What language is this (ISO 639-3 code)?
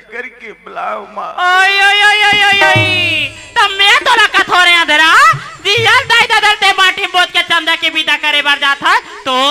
hne